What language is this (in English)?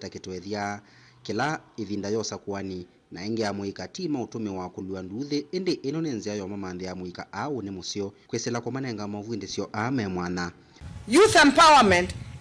Kamba